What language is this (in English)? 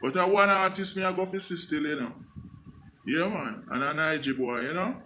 Jamaican Creole English